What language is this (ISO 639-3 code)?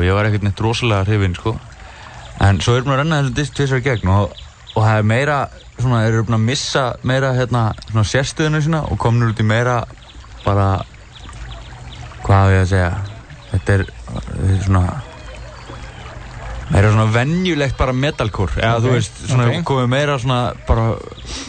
isl